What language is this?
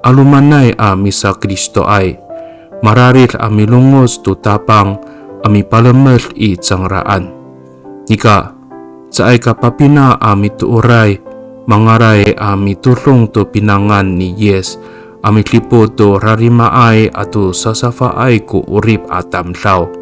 Amis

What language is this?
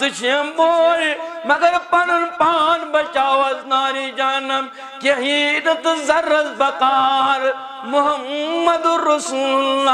Kashmiri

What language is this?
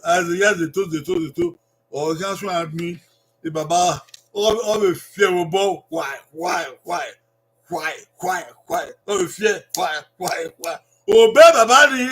Bini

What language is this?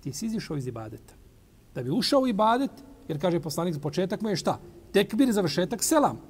Bosnian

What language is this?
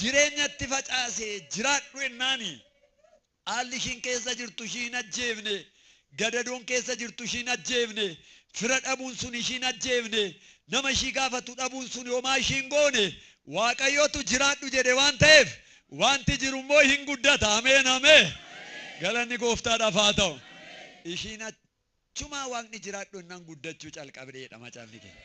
Oromo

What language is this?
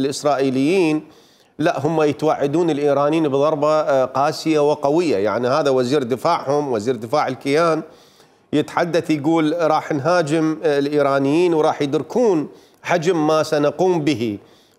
Mesopotamian Arabic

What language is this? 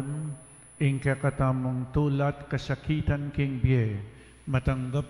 Pampanga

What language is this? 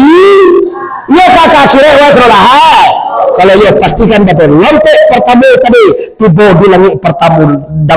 Minangkabau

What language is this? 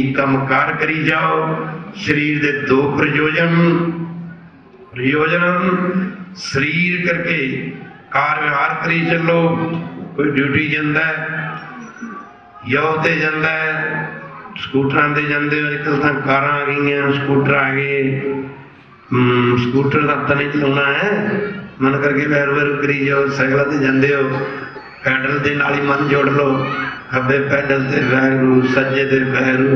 Punjabi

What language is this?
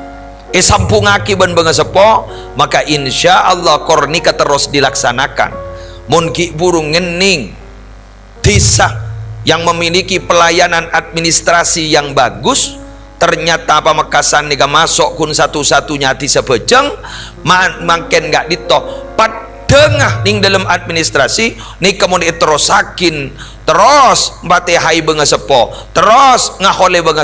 Madurese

